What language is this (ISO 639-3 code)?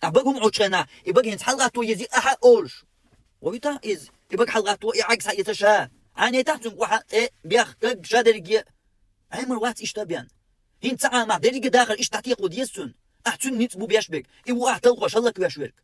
che